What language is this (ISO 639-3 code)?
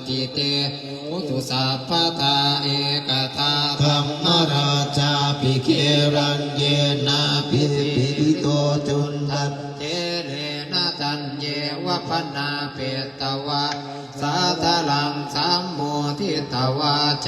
pli